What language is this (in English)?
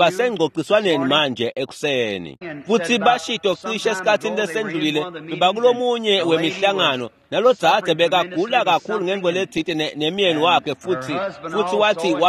Swati